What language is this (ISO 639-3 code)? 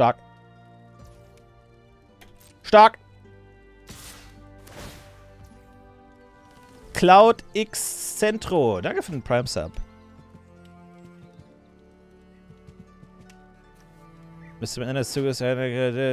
deu